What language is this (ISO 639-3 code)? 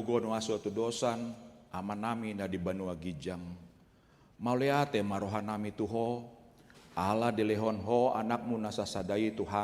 bbc